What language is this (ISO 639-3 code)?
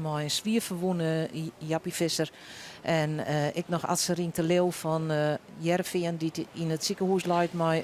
fry